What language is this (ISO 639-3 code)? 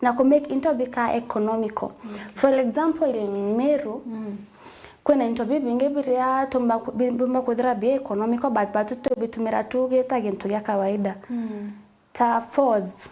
mer